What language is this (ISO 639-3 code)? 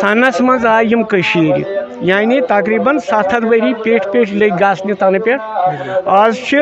kas